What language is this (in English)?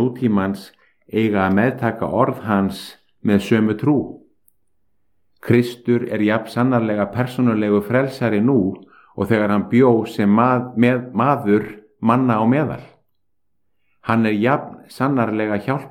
Icelandic